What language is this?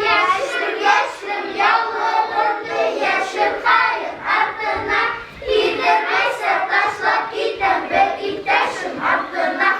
Bashkir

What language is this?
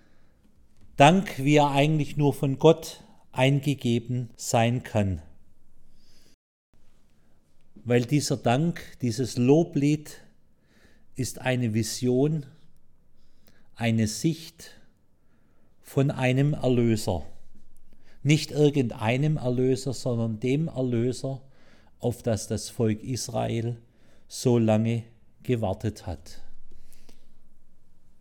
German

